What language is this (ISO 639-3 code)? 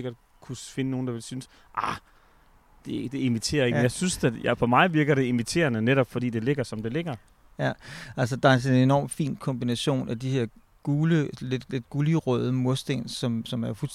dan